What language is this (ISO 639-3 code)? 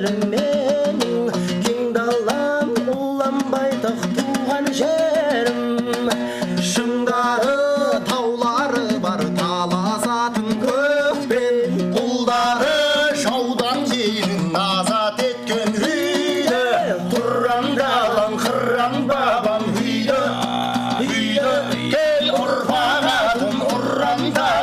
bak